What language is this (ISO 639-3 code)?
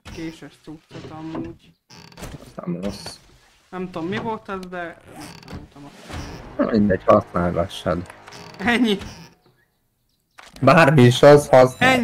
hun